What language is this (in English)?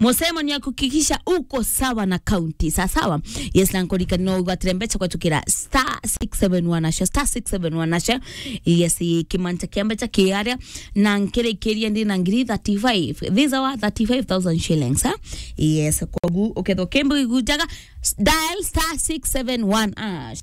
Meru